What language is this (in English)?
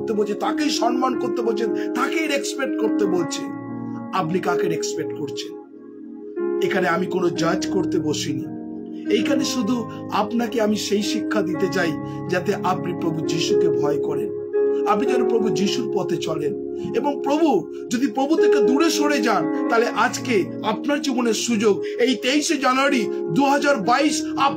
Bangla